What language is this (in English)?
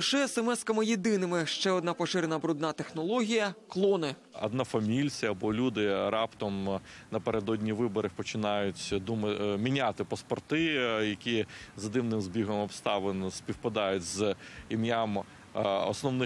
Ukrainian